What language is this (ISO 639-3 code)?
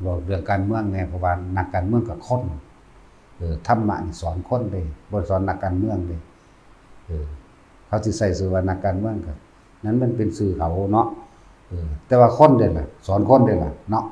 lao